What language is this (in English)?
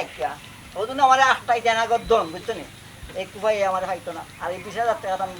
Sylheti